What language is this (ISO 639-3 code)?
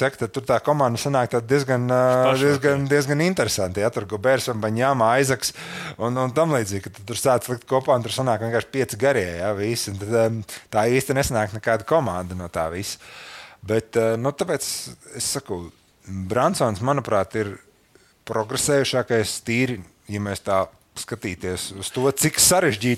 lav